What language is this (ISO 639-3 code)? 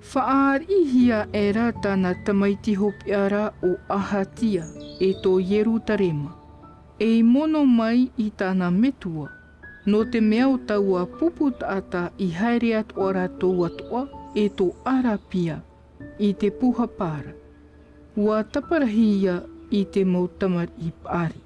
tah